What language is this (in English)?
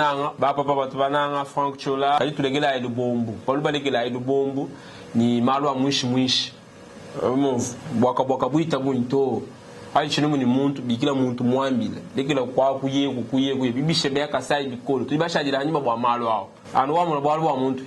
Luba-Lulua